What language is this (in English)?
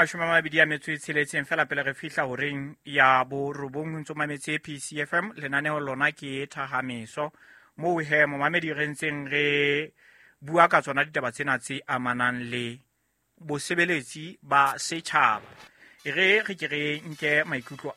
Southern Sotho